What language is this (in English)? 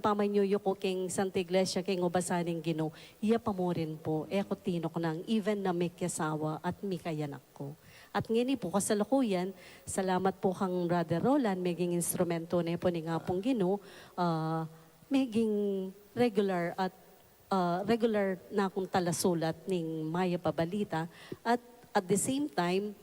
Pampanga